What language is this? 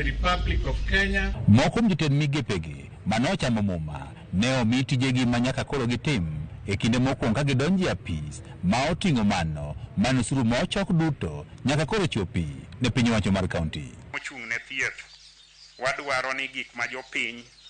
Luo (Kenya and Tanzania)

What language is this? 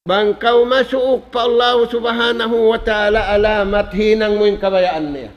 Tausug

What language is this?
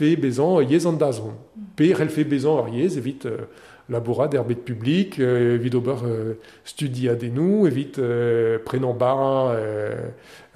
Breton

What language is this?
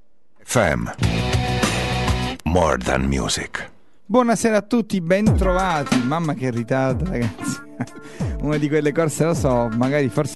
Italian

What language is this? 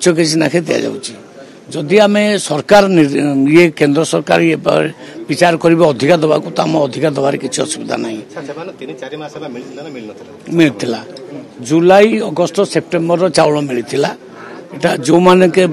Odia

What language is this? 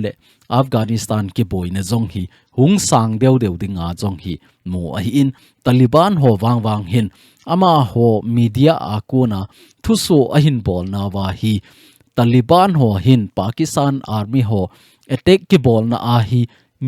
Thado Chin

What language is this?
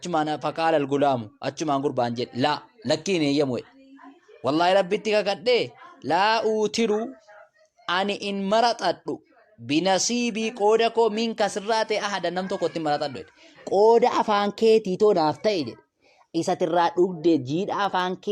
Oromo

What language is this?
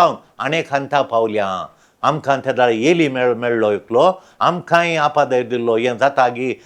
Konkani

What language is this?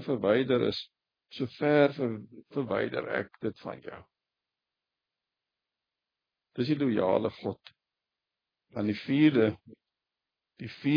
Afrikaans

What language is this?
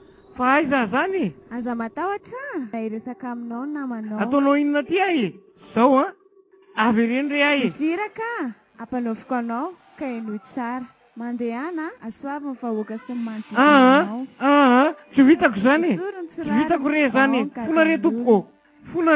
Malagasy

